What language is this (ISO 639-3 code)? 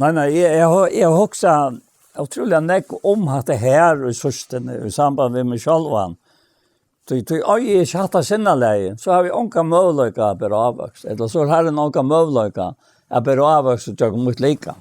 fao